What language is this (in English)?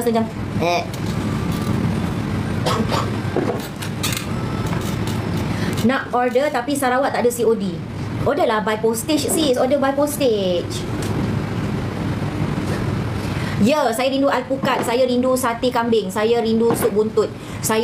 Malay